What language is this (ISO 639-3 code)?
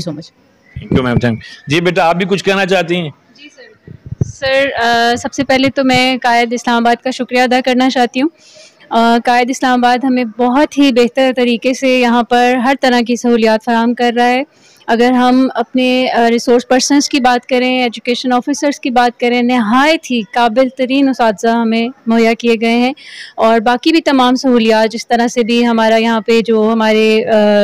urd